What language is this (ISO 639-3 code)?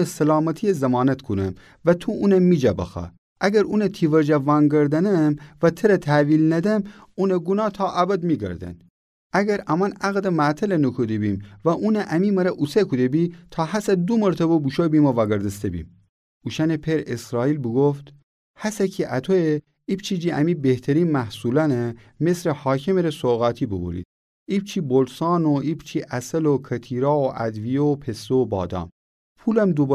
glk